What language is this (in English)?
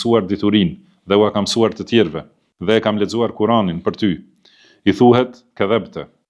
Albanian